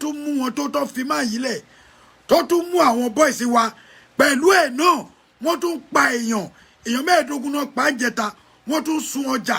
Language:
Yoruba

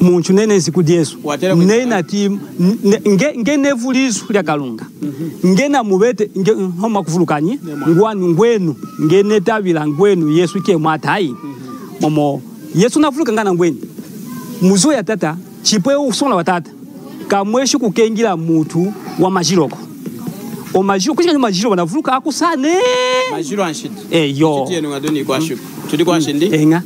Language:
Lunda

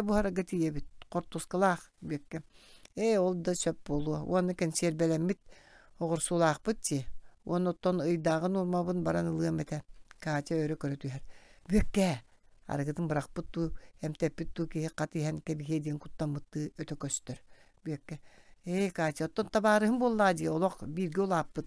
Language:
Yakut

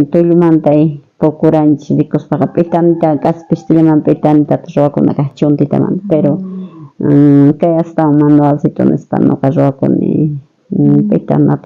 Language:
South Bolivian Quechua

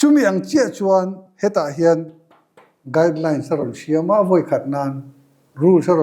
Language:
Mizo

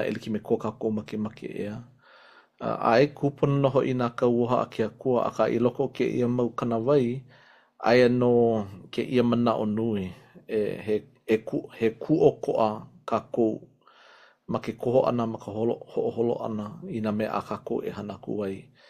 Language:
Hawaiian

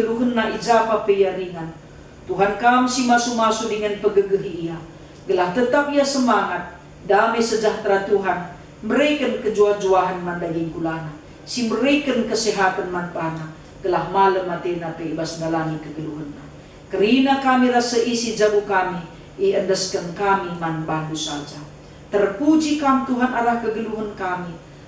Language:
Batak Karo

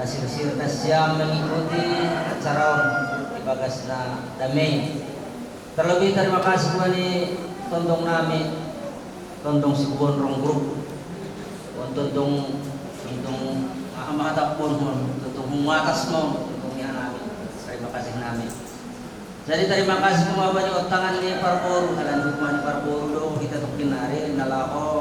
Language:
Batak Simalungun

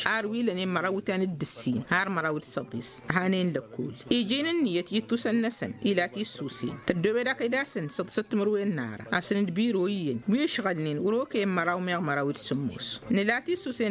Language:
Tamasheq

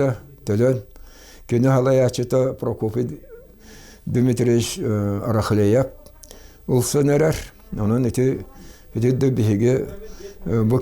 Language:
Yakut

